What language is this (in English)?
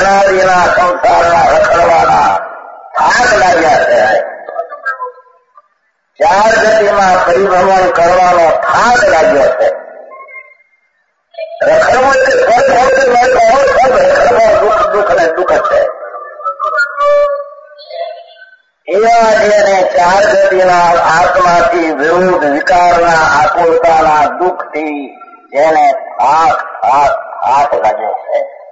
Gujarati